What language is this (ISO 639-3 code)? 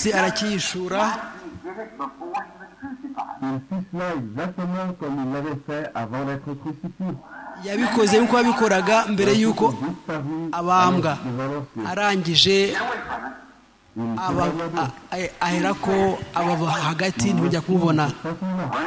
kin